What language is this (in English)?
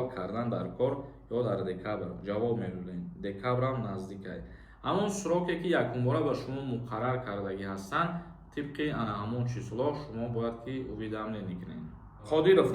Tajik